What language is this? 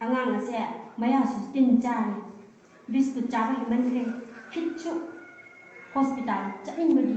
Manipuri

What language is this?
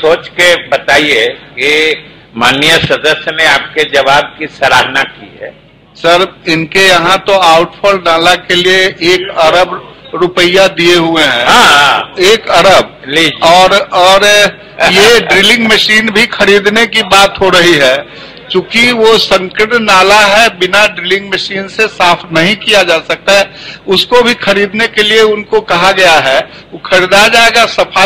Hindi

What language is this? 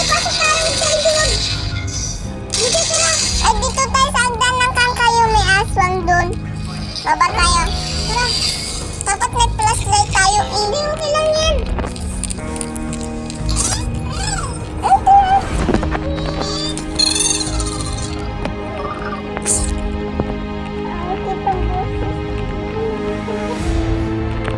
Filipino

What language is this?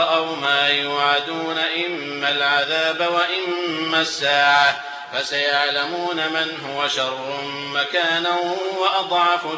Arabic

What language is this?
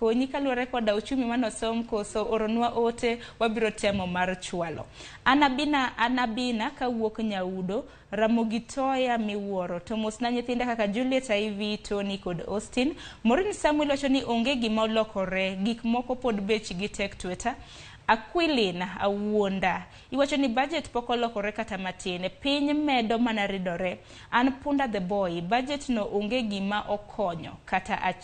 Luo (Kenya and Tanzania)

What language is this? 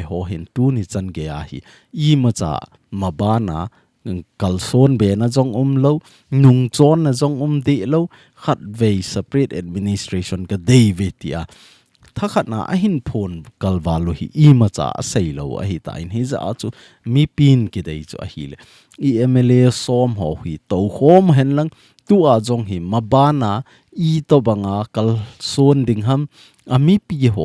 Thado Chin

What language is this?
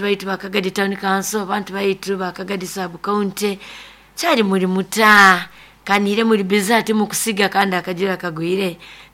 Nyoro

